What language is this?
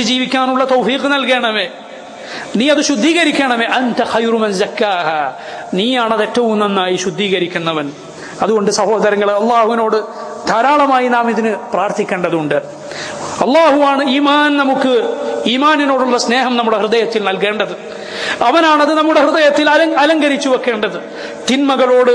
Malayalam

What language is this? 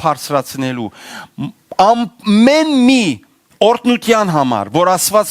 Western Armenian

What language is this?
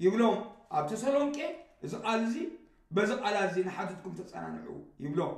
Tigrinya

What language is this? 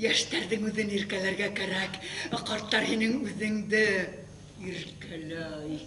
Bashkir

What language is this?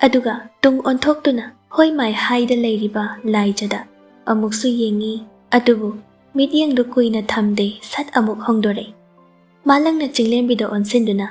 Manipuri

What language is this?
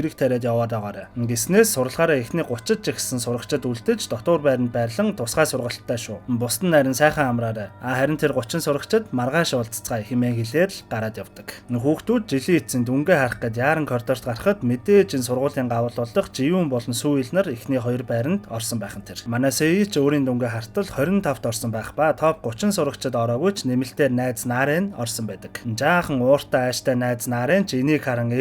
Mongolian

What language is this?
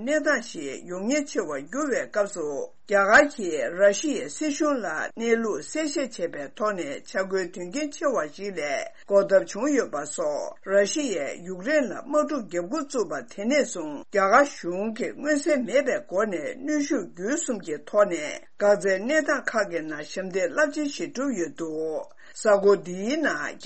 Tibetan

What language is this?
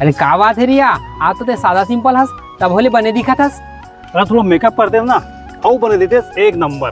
Chhattisgarhi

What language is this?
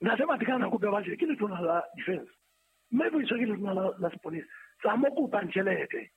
Southern Sotho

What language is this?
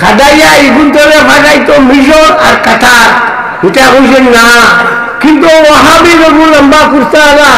Sylheti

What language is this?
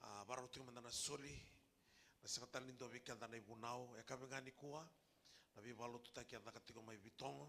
Fijian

